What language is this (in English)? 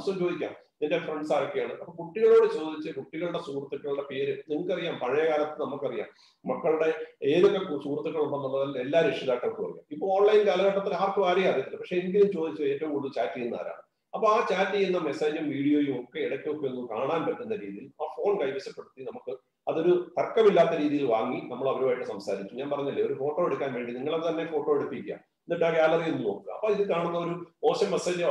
Malayalam